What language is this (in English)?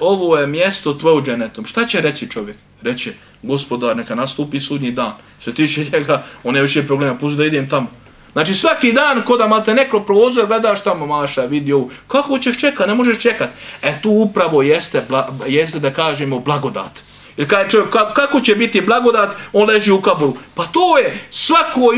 Bosnian